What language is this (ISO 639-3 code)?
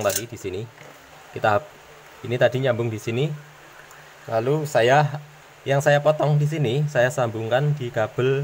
ind